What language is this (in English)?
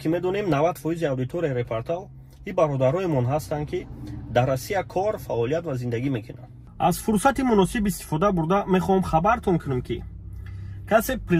Tajik